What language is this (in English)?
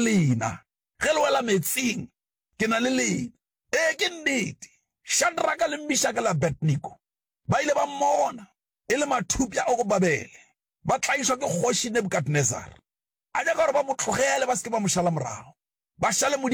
Northern Sotho